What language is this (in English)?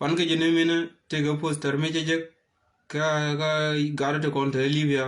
Nuer